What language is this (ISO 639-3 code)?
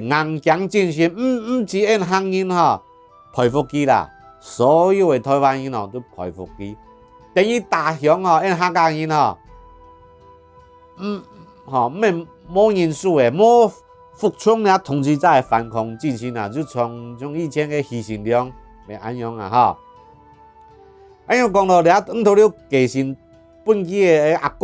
hak